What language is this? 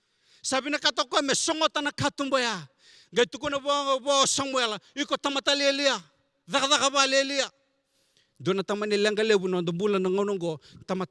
Fijian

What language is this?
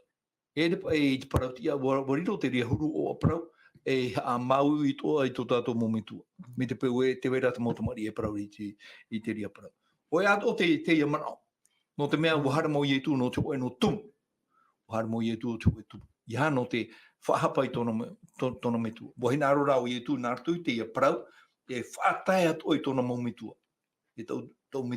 Tahitian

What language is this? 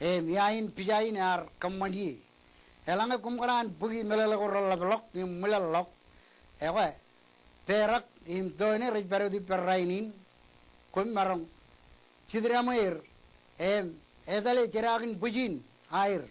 Marshallese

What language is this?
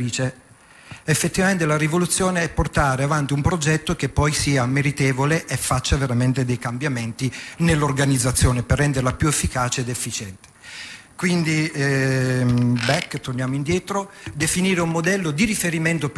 Italian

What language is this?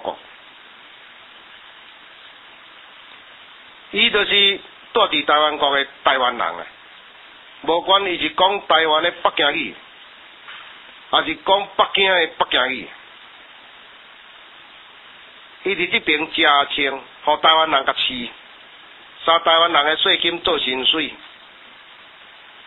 Min Nan Chinese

